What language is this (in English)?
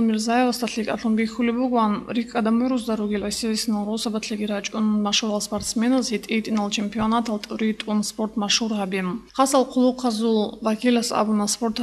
Avaric